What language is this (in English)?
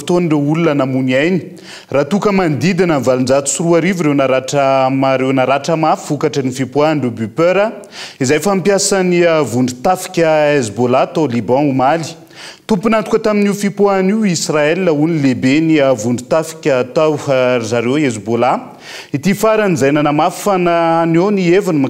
Malagasy